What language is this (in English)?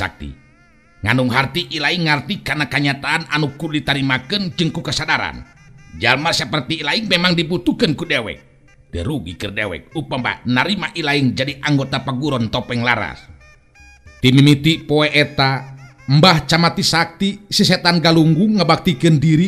Sundanese